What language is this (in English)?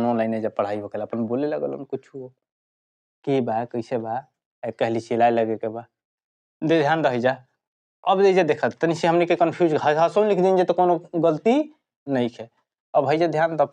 Bhojpuri